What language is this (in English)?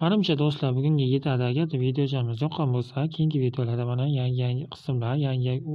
Uzbek